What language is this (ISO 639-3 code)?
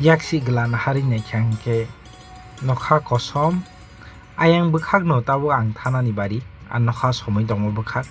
trp